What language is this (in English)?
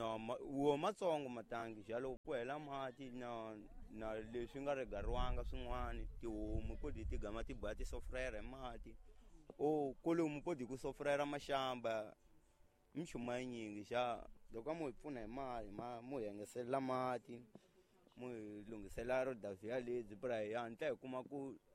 Tsonga